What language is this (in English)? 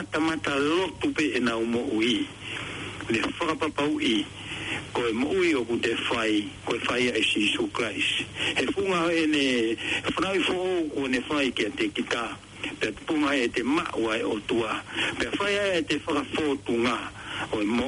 Tongan